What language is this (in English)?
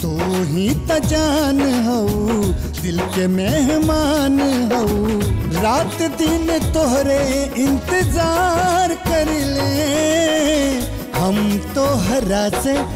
Bhojpuri